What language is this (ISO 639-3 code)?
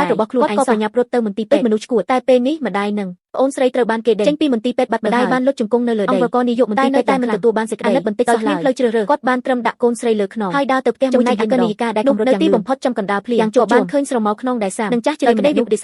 khm